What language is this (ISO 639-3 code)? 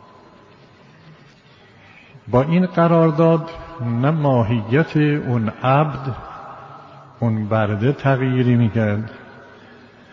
fas